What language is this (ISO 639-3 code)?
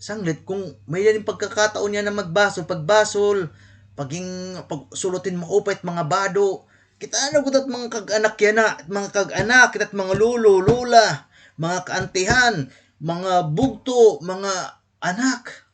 war